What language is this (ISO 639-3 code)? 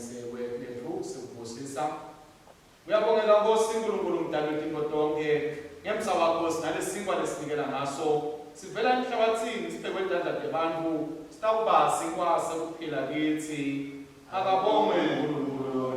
ssw